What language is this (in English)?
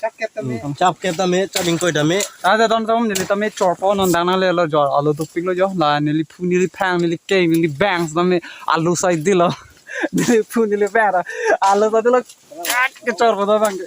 Karbi